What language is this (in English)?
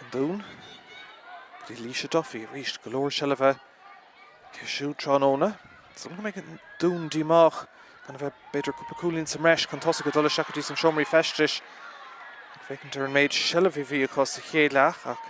Irish